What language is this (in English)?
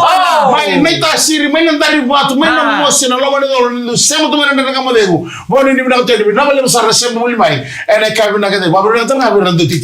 Fijian